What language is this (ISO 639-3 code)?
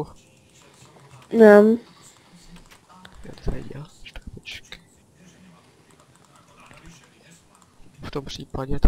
ces